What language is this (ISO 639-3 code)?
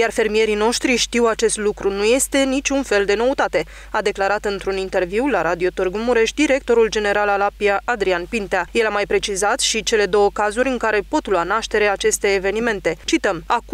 ron